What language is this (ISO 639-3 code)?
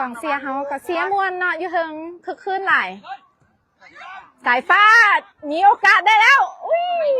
lao